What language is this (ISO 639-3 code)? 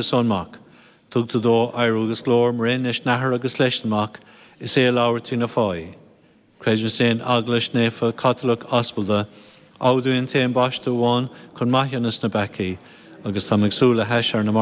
gle